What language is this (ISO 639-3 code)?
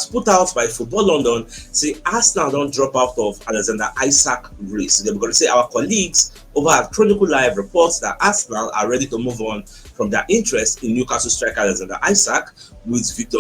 pcm